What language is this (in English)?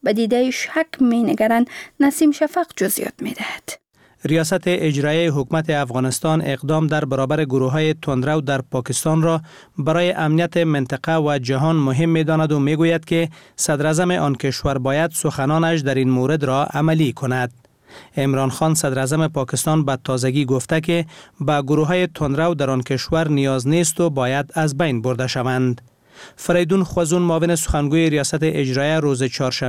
Persian